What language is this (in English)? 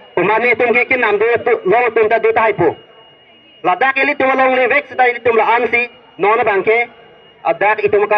Karbi